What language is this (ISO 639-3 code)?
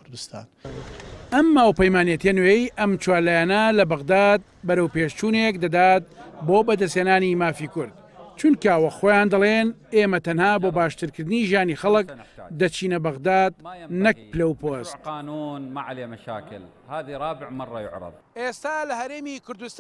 ckb